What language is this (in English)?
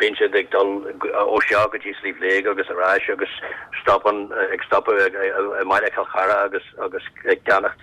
Irish